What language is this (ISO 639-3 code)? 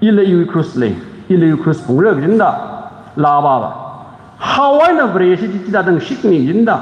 nmf